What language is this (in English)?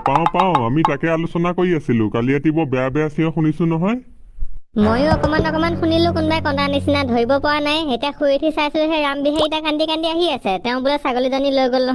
Assamese